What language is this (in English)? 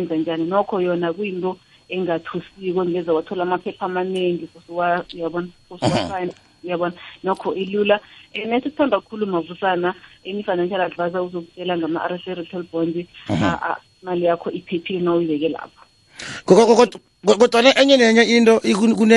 South Ndebele